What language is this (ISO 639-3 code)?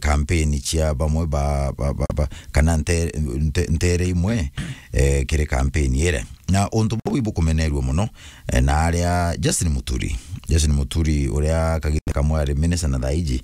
mer